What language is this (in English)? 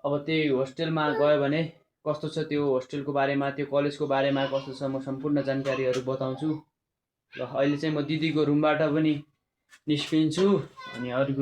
Nepali